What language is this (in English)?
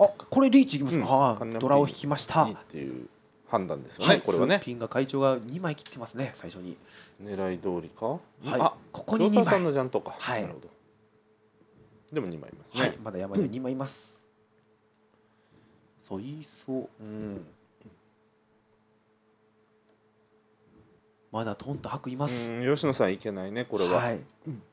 Japanese